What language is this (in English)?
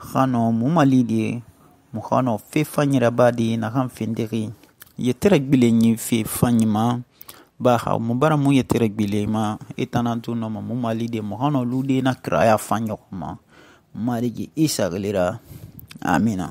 Susu